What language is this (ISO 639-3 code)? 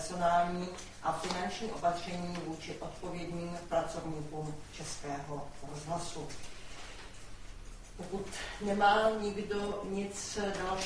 ces